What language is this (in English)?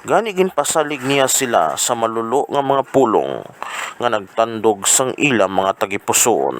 Hiligaynon